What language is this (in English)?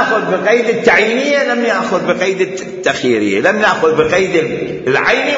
Mesopotamian Arabic